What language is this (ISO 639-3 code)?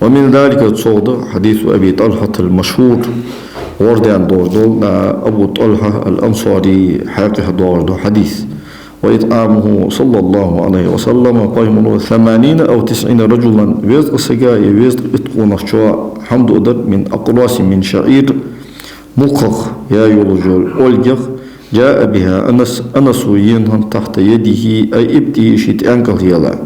inh